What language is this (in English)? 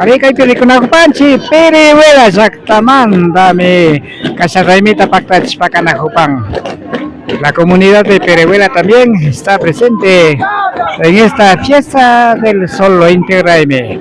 Imbabura Highland Quichua